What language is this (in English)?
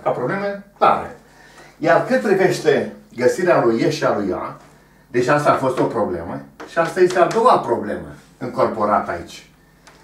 Romanian